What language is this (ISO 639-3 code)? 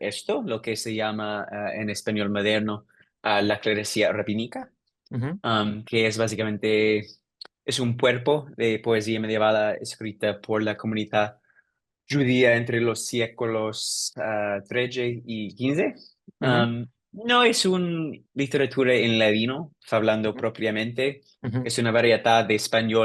lad